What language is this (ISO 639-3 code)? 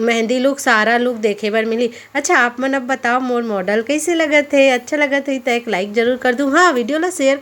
hne